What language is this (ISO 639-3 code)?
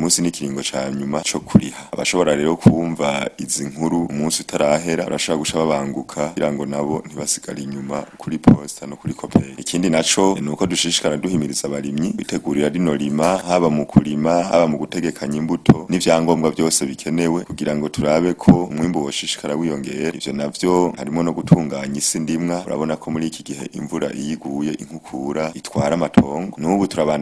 run